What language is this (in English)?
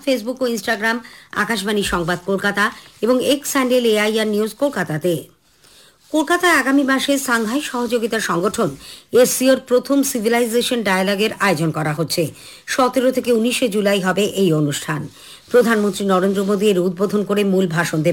Bangla